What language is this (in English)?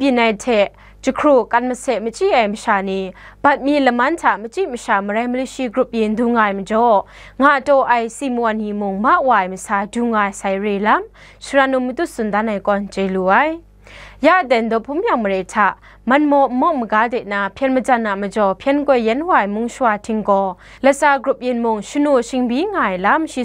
Kachin